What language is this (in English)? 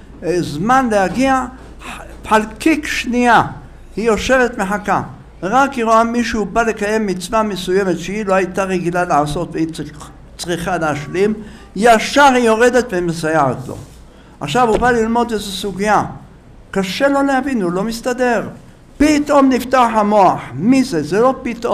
Hebrew